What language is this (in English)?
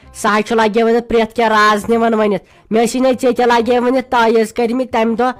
Kashmiri